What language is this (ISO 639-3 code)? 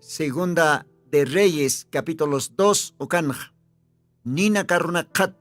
aym